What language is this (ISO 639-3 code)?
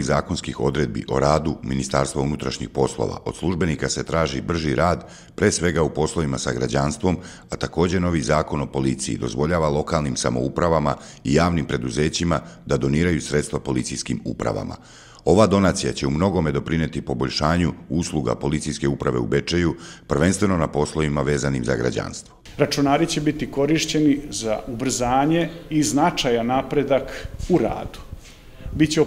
srp